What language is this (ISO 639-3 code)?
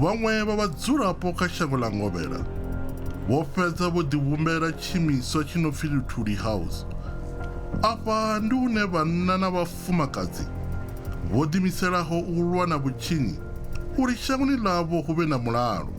ven